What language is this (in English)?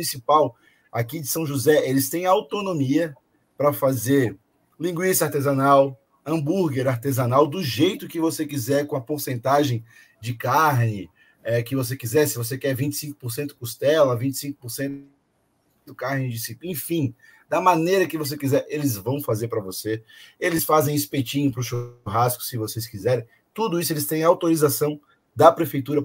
Portuguese